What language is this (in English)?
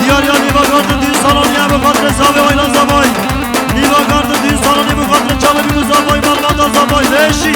Kurdish